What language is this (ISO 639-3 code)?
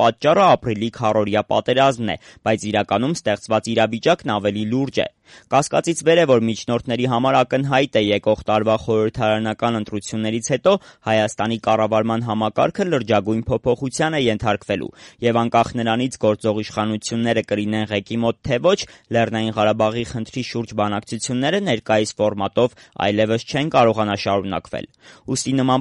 hye